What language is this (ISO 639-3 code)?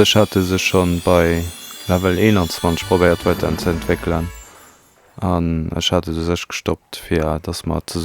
ltz